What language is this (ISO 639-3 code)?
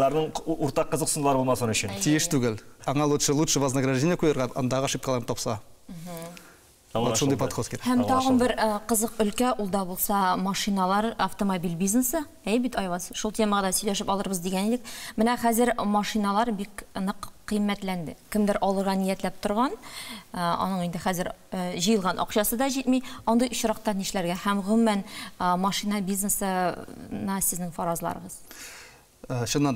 tat